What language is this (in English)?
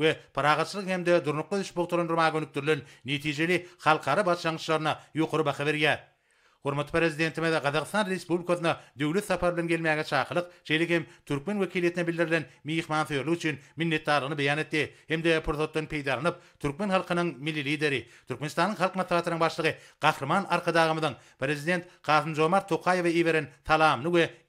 Turkmen